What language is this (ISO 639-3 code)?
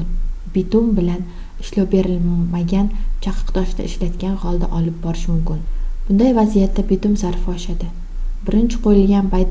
uzb